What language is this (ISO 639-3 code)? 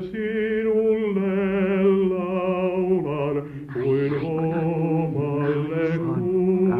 fin